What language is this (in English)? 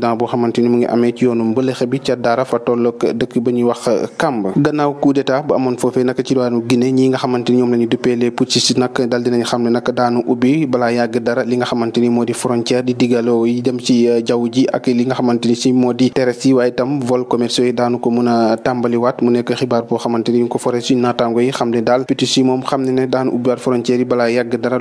Wolof